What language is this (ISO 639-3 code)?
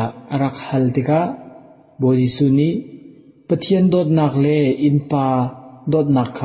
cnh